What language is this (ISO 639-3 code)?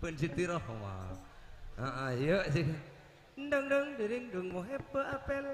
mad